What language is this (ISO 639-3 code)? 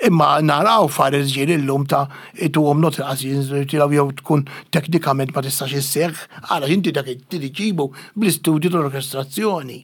mlt